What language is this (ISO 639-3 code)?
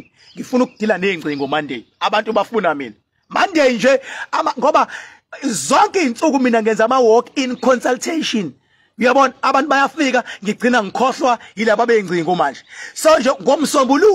zul